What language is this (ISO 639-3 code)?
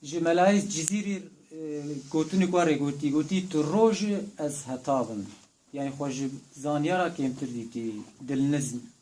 kur